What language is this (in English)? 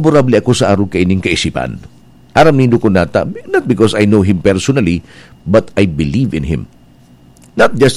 Bikol